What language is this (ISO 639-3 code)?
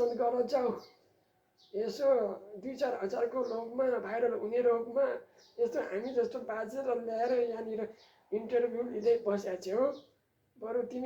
nep